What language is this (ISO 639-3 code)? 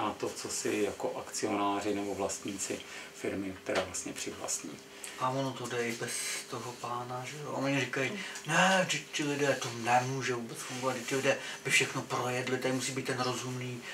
ces